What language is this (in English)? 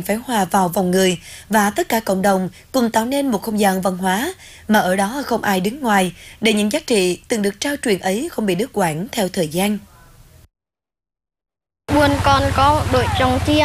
Vietnamese